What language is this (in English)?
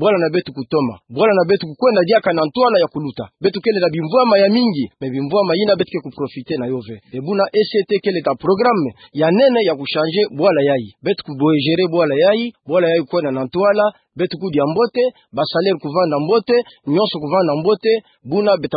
Kituba (Democratic Republic of Congo)